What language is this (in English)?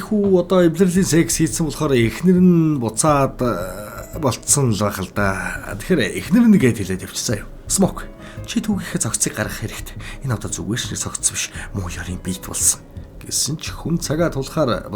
Mongolian